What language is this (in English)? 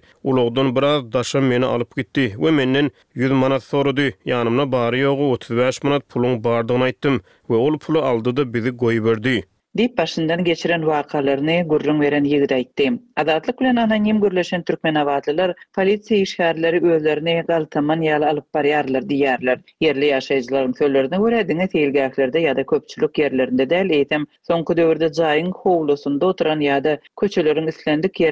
Turkmen